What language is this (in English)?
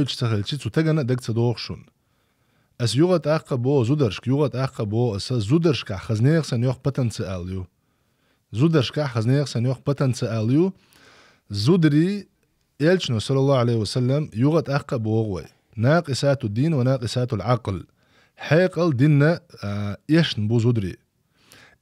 Chechen